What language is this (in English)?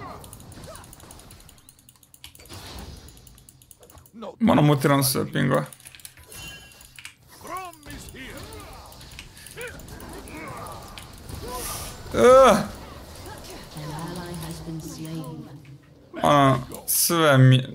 Croatian